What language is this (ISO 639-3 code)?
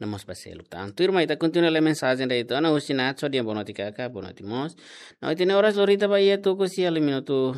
tet